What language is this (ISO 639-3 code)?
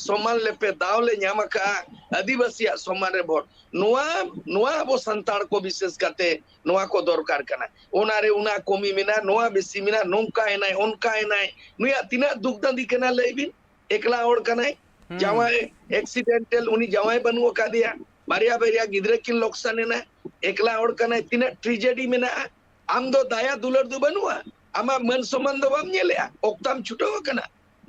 sat